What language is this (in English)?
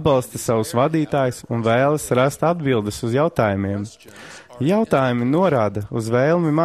Latvian